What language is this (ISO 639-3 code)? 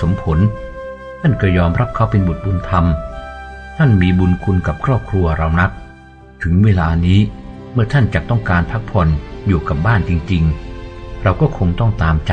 tha